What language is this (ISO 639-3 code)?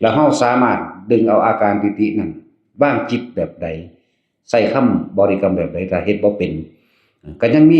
tts